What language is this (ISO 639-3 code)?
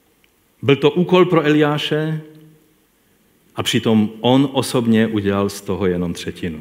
ces